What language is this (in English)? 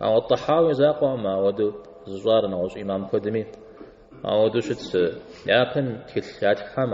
Kabardian